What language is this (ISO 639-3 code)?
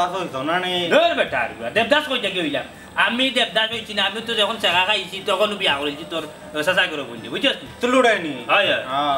syl